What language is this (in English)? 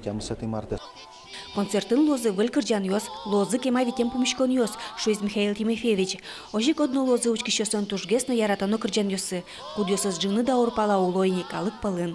Udmurt